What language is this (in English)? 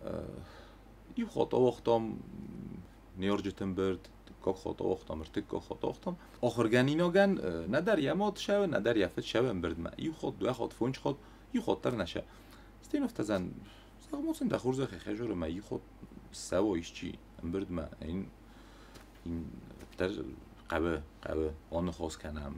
Ossetic